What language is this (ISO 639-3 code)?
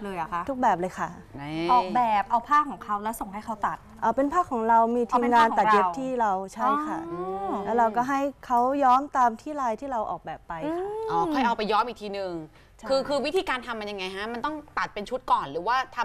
tha